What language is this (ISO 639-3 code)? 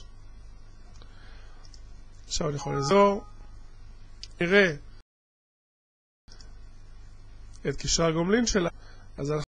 heb